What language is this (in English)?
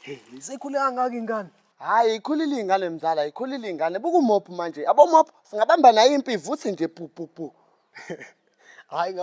Zulu